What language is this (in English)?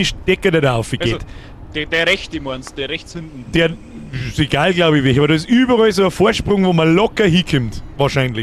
Bavarian